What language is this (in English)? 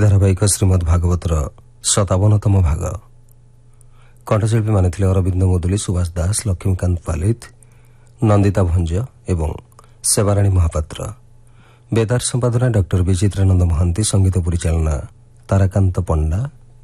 Odia